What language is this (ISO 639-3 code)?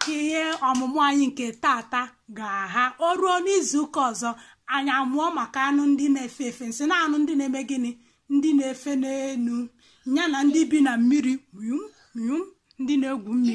ibo